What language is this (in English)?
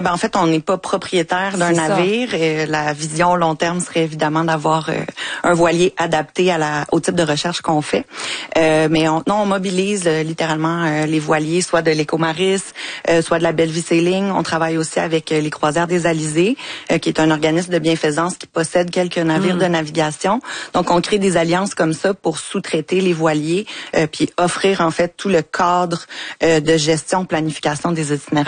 French